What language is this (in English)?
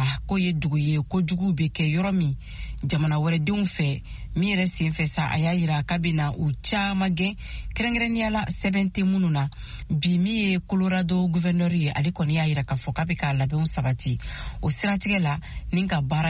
Bambara